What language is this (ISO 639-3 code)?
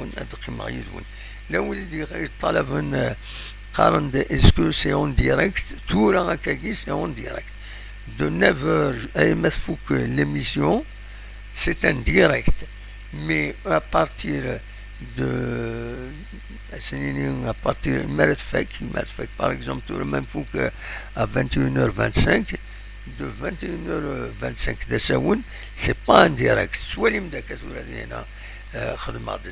kab